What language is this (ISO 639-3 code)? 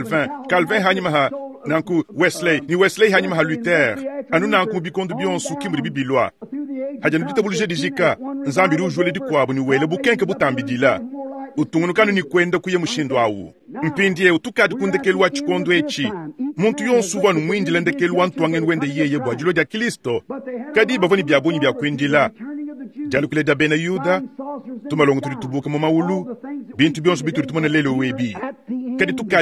lua